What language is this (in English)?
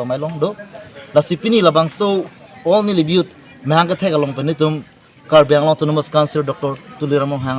Karbi